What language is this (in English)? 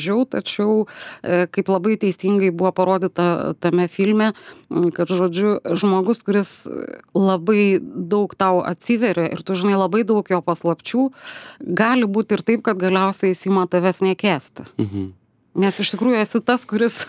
Lithuanian